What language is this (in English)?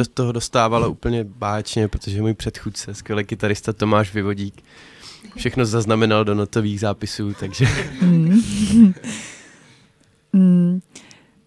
Czech